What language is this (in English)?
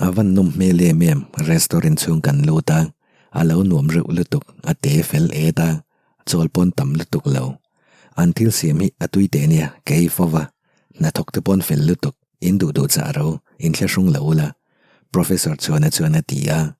Mizo